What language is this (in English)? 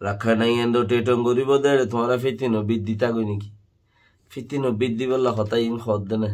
Rohingya